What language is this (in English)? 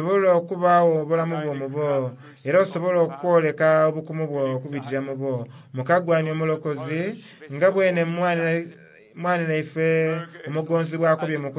Soga